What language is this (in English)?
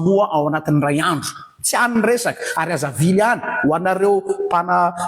Malagasy